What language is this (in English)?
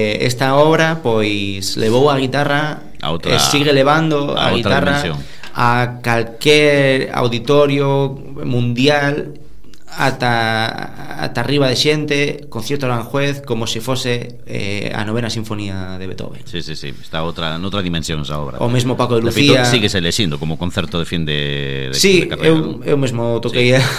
Galician